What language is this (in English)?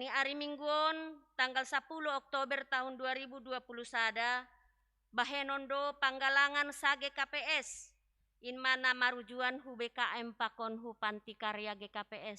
Batak Simalungun